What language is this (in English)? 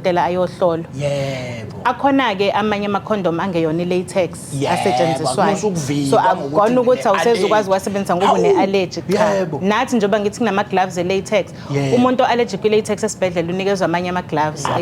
Zulu